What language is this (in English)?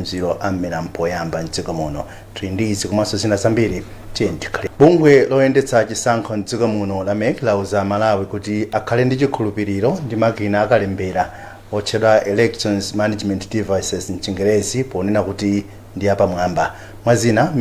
Nyanja